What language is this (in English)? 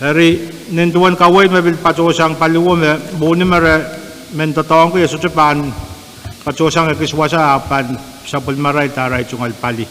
Pohnpeian